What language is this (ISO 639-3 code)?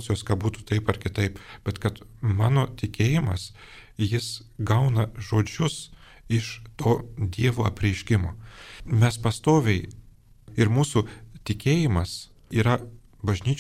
lit